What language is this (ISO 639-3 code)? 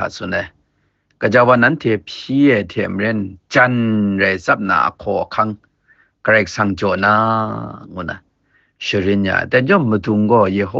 kac